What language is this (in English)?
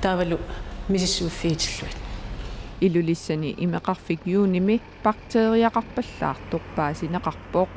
Kalaallisut